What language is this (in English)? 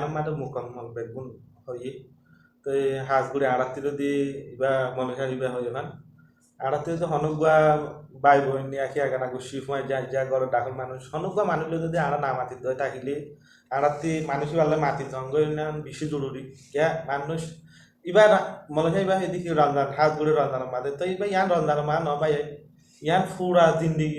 Rohingya